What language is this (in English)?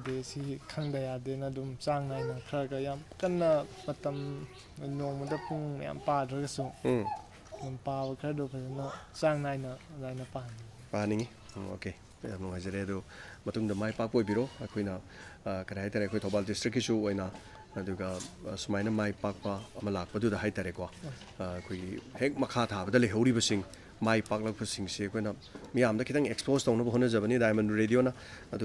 Manipuri